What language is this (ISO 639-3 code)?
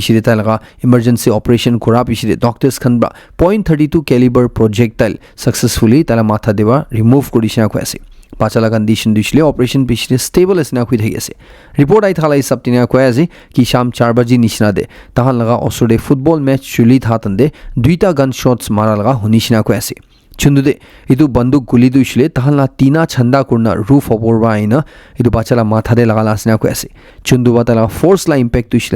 nag